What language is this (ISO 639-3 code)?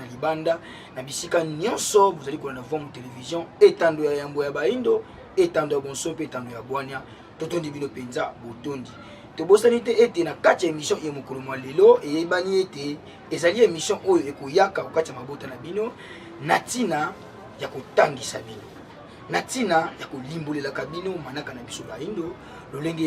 lin